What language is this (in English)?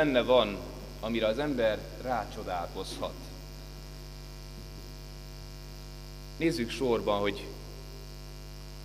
Hungarian